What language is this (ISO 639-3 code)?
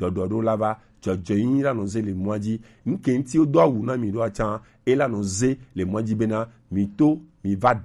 gej